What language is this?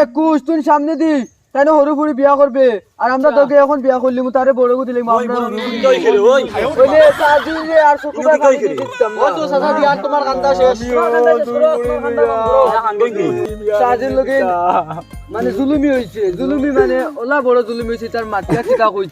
Sylheti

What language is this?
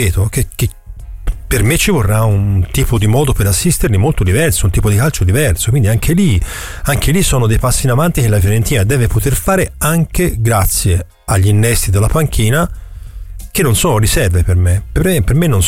Italian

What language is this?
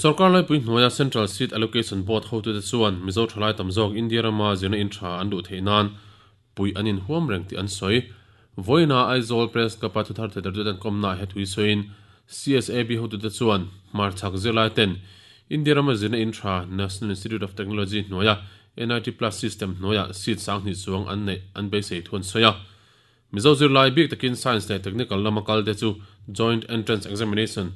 Mizo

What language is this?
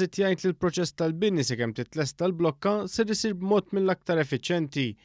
Maltese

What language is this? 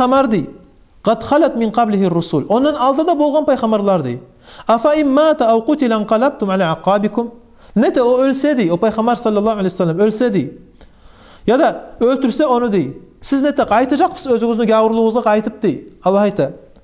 Kumyk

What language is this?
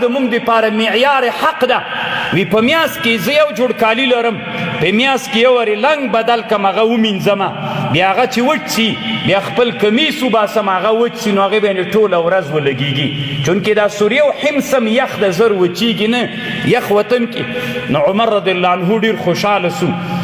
Pashto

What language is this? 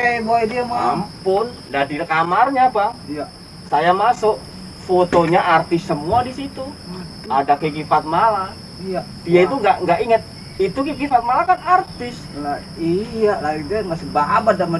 Betawi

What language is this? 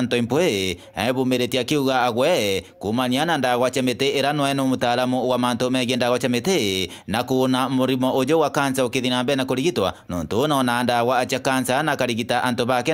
Meru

